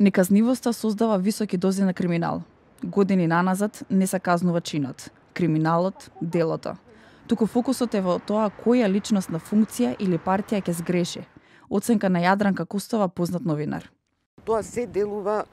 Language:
Macedonian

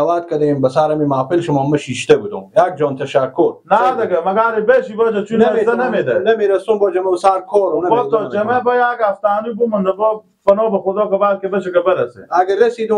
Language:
Persian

